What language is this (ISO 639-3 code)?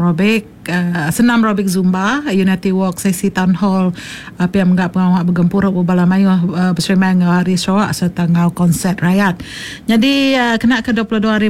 iba